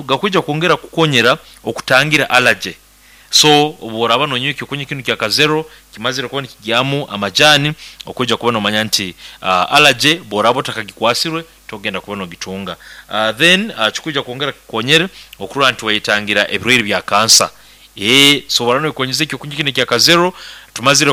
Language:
Nyoro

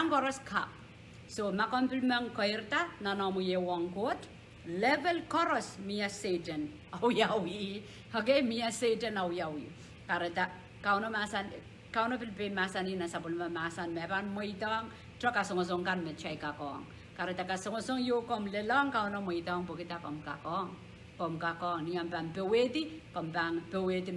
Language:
Pohnpeian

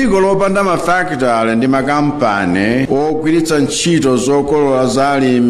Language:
Nyanja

